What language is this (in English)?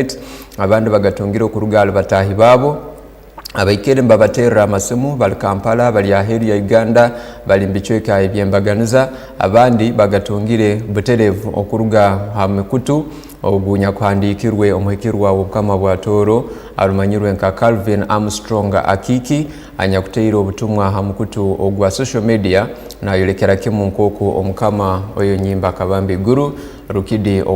Tooro